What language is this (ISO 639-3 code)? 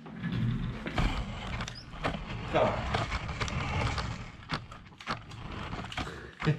nld